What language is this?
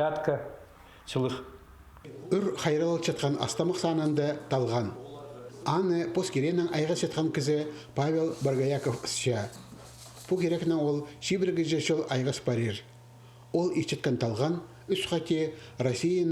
Khakas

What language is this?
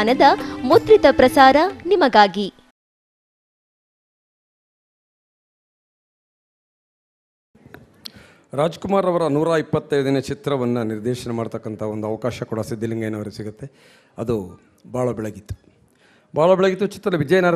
Kannada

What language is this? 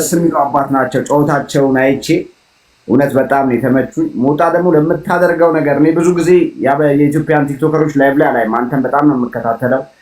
Amharic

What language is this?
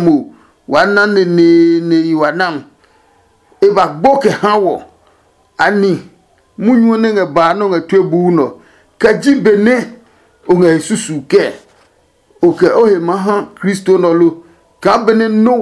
Adangme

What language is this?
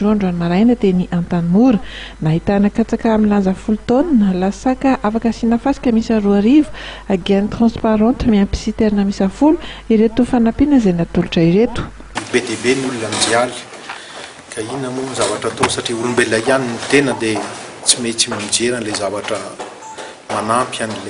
Malagasy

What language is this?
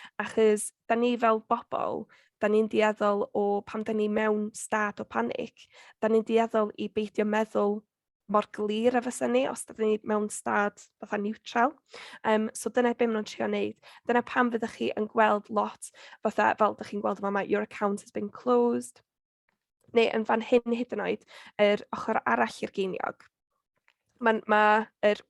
Welsh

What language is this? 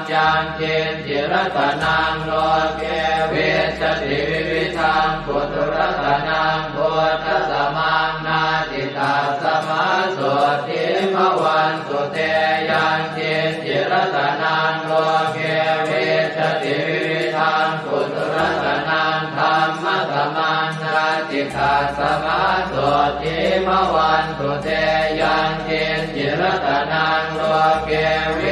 Pali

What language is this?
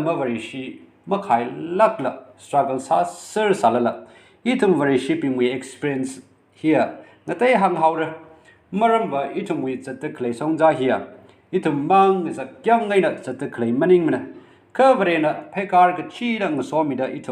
Tangkhul Naga (India)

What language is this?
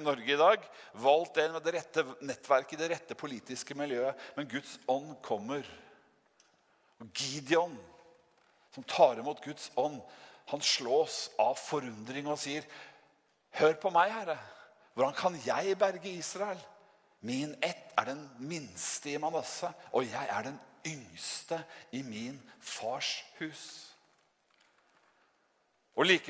Norwegian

